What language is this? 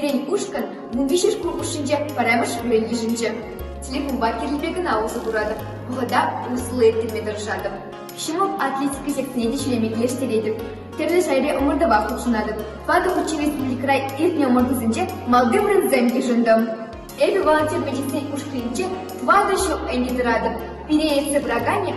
Chuvash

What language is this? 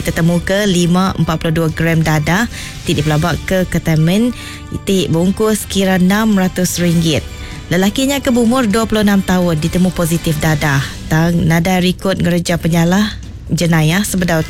Iban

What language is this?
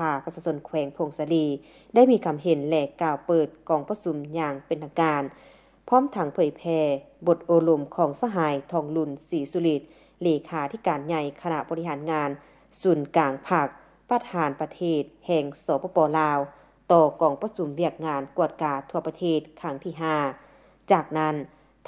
Lao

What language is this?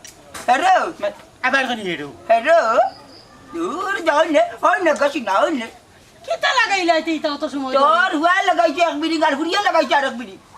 Sylheti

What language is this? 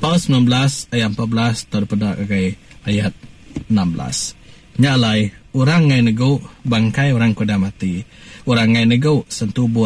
Iban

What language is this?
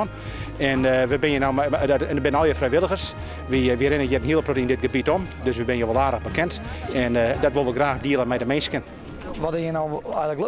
Western Frisian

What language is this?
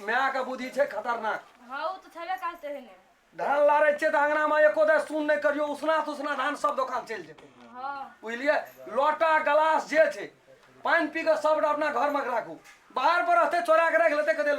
Maithili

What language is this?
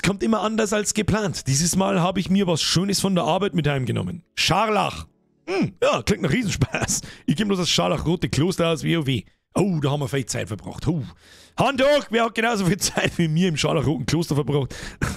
Bavarian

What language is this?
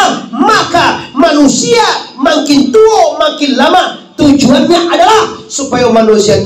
Minangkabau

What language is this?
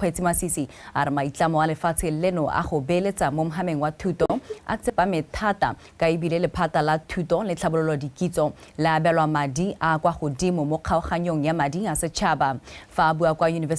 Tswana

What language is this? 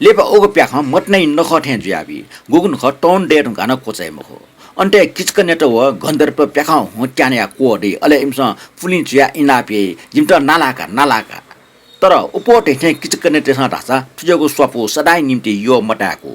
Newari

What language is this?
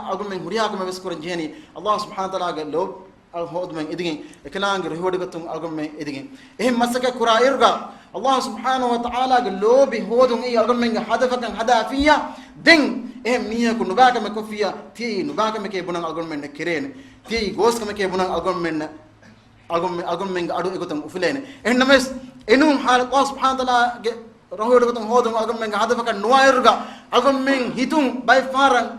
Divehi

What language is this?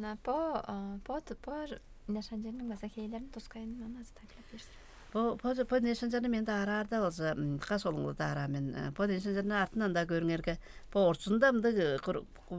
Tuvinian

